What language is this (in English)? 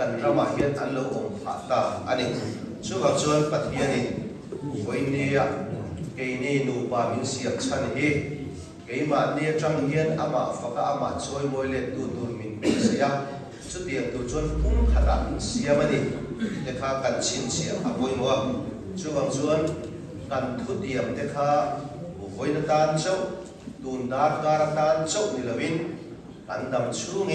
Mizo